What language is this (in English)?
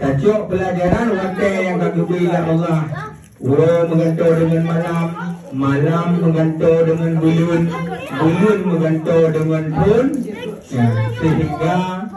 Achinese